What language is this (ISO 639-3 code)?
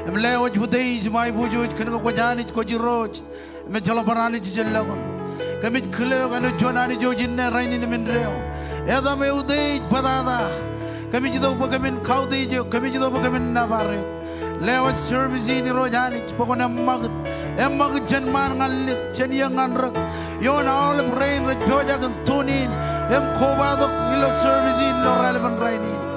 mah